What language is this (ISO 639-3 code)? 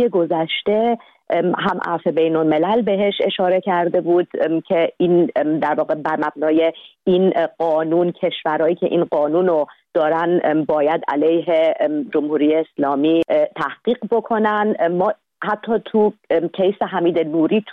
fas